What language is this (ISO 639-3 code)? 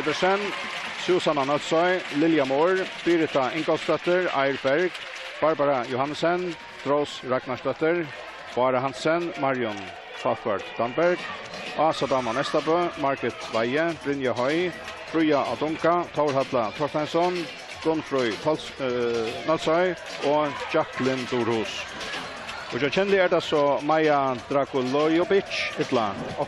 fao